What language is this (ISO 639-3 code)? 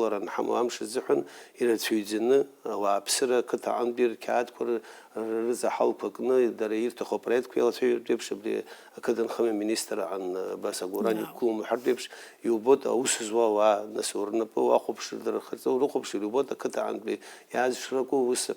abk